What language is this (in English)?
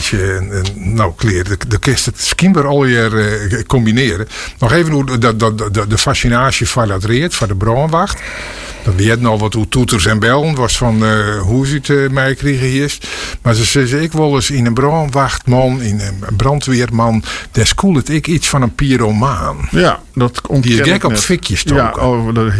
Western Frisian